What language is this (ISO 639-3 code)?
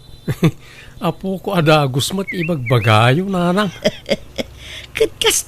ilo